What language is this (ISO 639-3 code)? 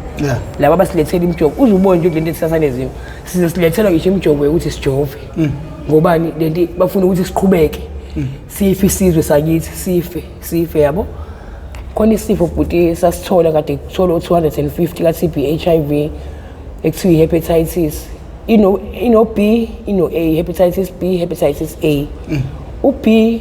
zul